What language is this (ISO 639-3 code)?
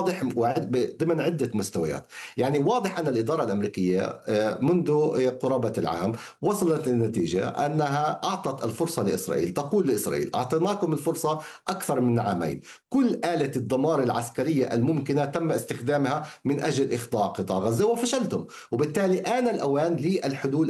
ara